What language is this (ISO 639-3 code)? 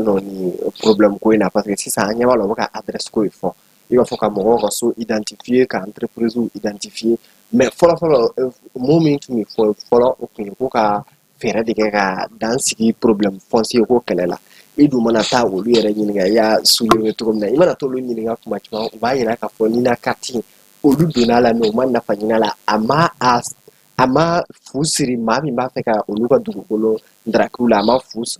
bam